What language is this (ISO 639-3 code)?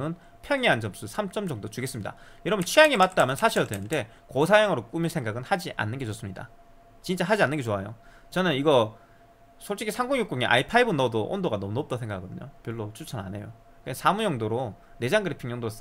kor